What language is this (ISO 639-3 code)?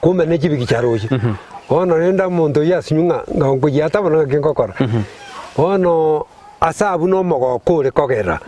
guz